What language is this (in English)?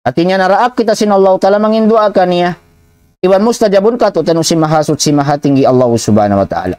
Tausug